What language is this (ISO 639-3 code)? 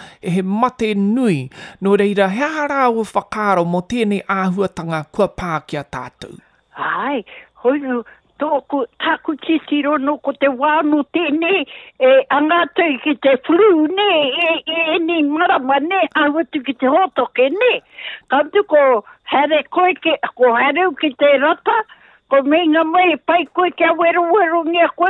mri